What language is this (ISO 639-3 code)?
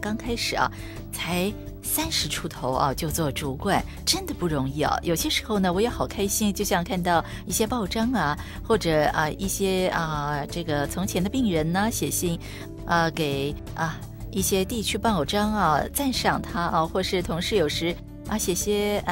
zho